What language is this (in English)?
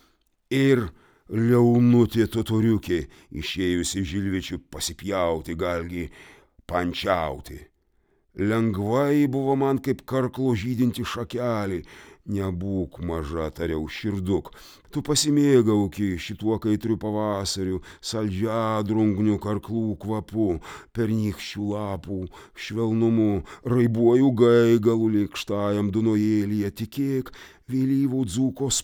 Lithuanian